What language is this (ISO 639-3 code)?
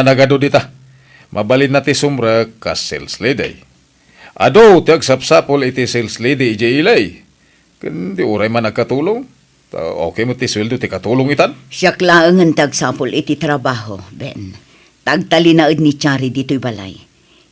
ilo